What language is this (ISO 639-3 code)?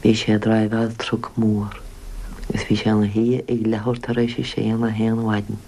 gle